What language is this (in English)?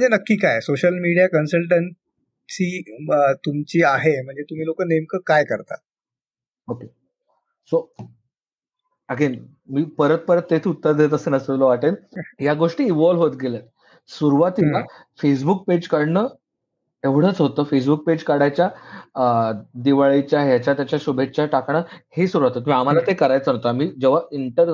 Marathi